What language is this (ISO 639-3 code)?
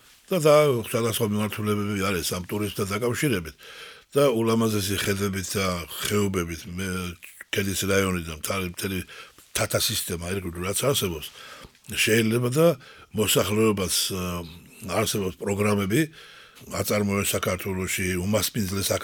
kat